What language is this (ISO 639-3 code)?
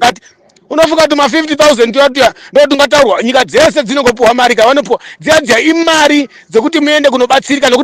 sna